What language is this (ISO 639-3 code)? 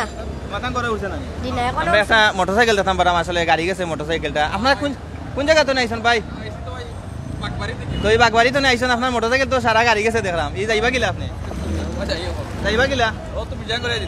syl